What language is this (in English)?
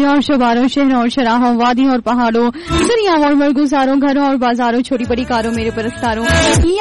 Urdu